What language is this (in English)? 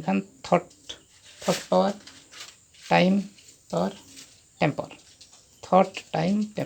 Santali